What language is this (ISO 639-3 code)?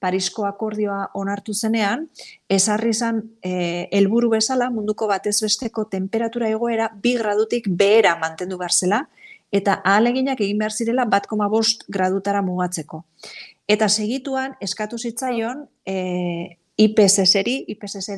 eus